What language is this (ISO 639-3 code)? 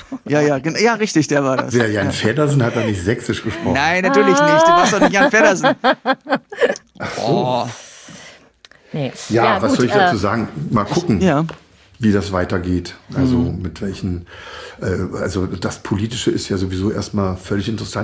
deu